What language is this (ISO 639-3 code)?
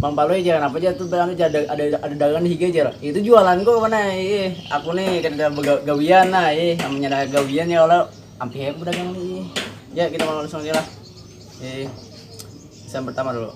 bjn